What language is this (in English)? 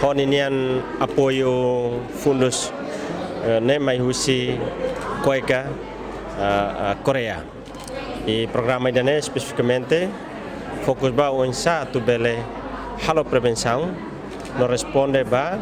Tetum